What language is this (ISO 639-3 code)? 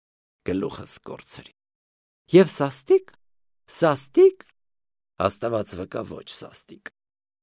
hye